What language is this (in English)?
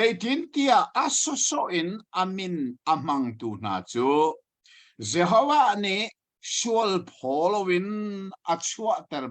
Hakha Chin